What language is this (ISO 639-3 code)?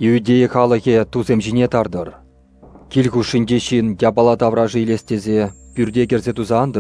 chv